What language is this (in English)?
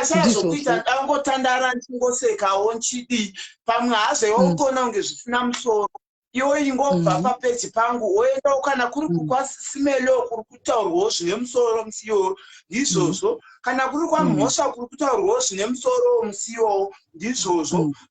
Shona